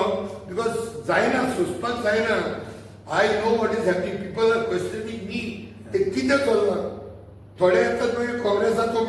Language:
Konkani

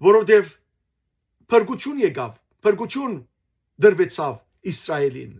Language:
Western Armenian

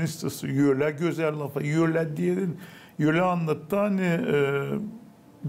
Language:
Gagauz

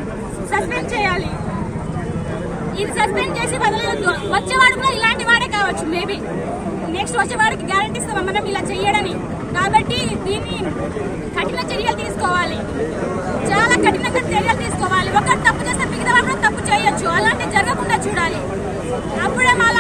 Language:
Telugu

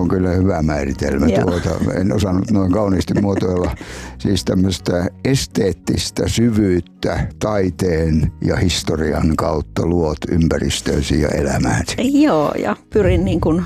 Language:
Finnish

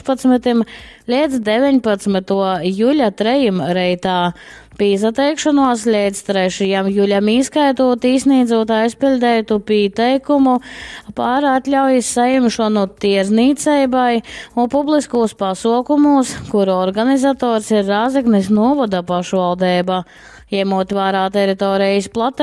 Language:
Latgalian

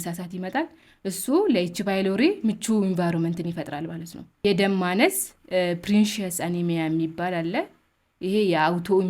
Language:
Amharic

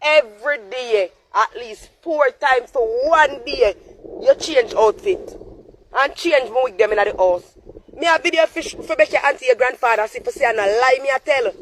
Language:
Jamaican Creole English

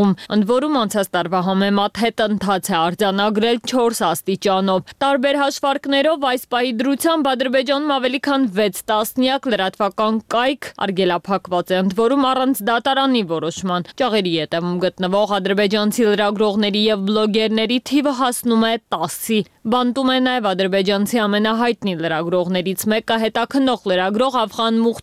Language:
Armenian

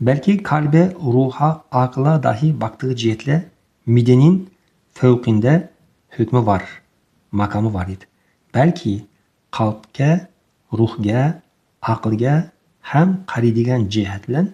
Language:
Uzbek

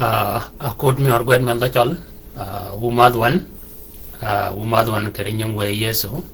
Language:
Shilluk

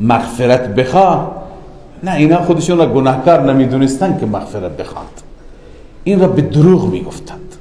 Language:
Persian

